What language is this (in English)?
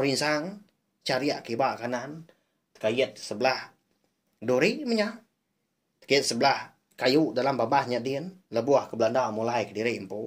Iban